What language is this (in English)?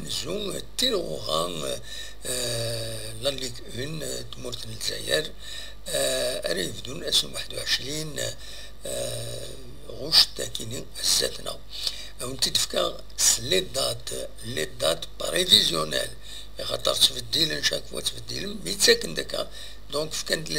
Kabyle